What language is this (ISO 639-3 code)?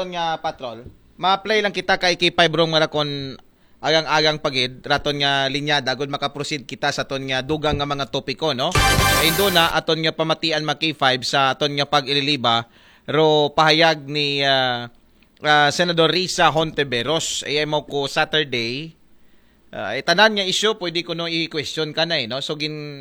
akl